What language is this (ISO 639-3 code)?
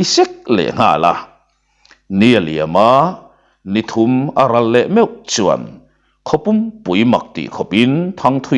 lus